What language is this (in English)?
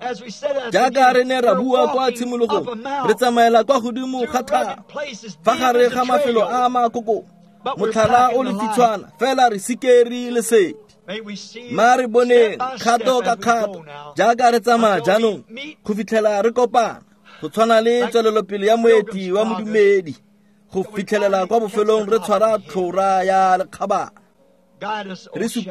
Tswana